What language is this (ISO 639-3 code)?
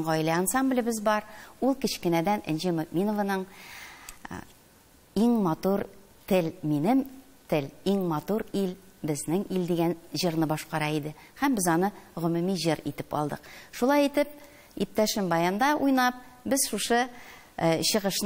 tat